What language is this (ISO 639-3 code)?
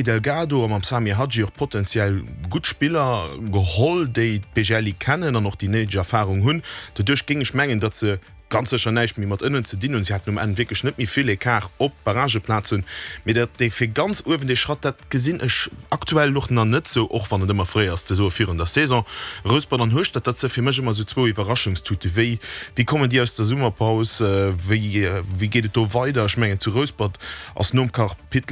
ltz